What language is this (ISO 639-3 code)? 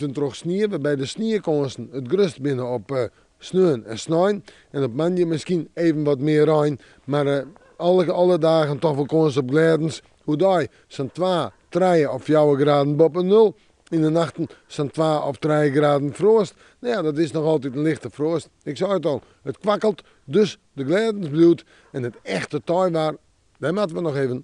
fry